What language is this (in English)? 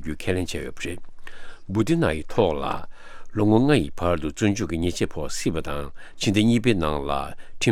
Tibetan